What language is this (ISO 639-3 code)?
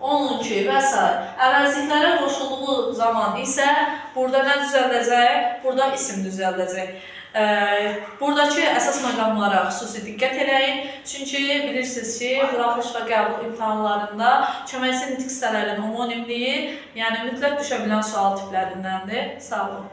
aze